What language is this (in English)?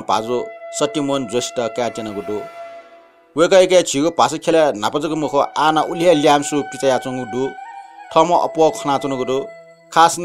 Newari